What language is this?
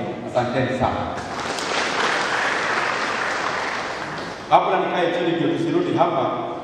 Swahili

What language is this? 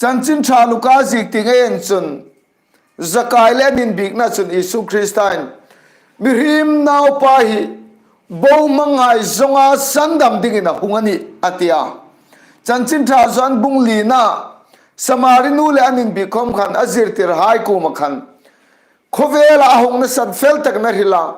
Hmar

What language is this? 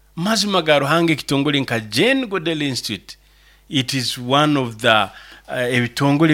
Nyoro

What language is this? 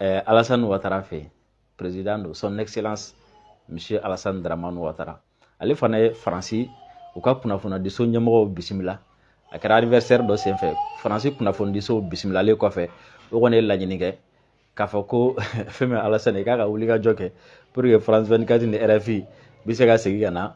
Bambara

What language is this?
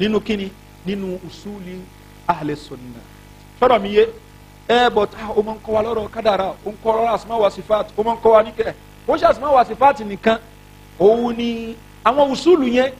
Yoruba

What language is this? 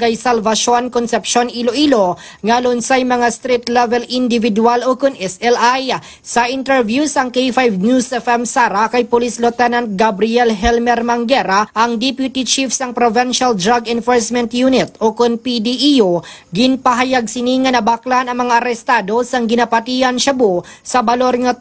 Hiligaynon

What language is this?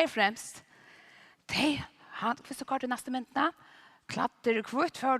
Faroese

